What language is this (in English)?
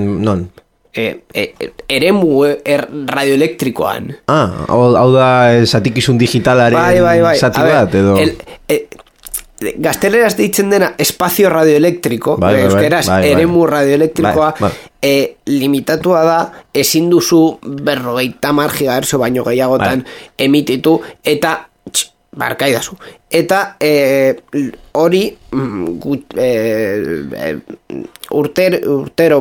Basque